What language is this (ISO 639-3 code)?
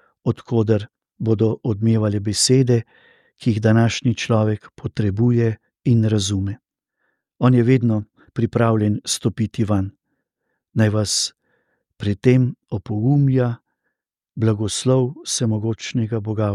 slv